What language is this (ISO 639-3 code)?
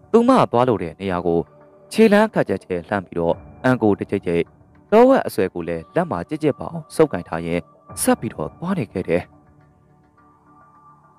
mya